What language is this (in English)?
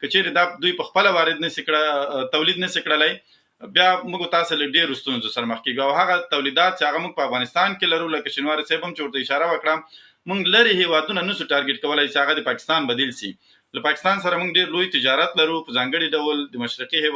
Pashto